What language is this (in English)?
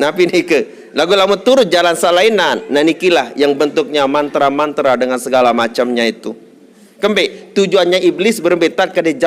Sasak